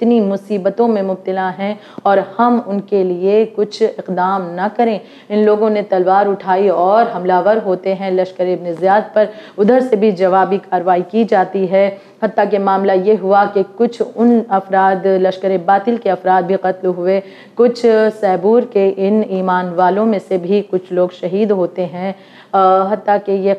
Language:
Urdu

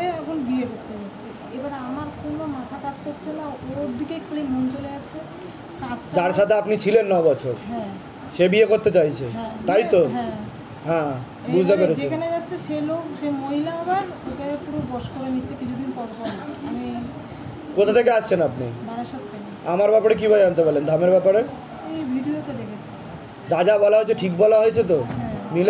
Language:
Bangla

